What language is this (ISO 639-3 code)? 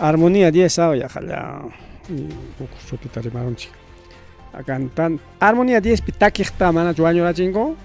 quy